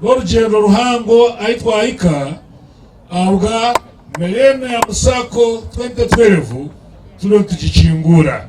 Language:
Nyankole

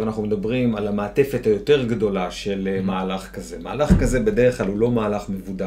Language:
Hebrew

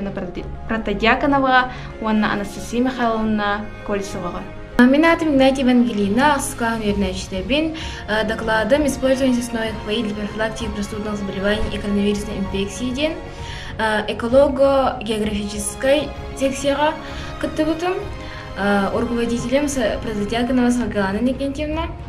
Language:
Yakut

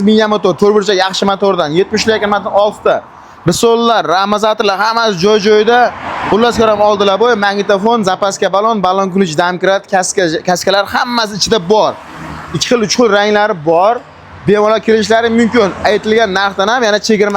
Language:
Uzbek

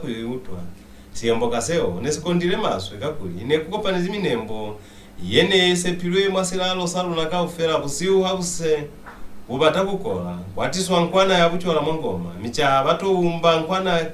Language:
Lozi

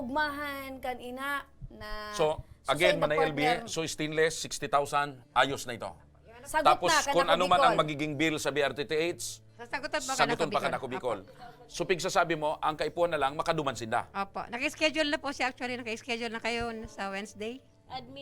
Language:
Bikol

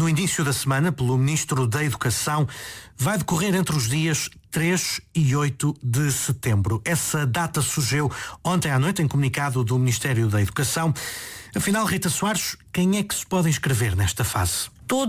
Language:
Portuguese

